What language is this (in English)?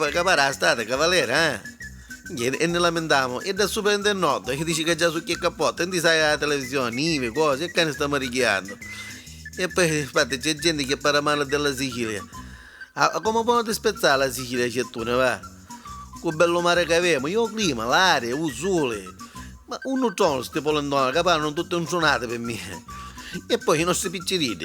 Neapolitan